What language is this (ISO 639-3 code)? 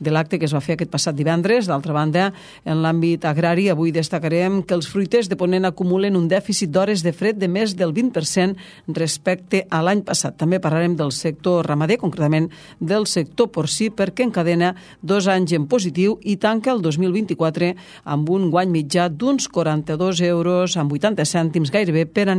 cat